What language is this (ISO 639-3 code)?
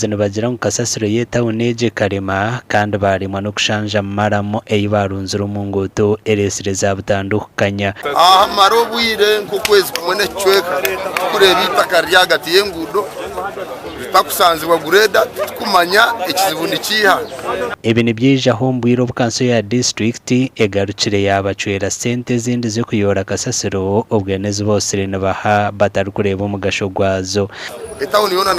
nyn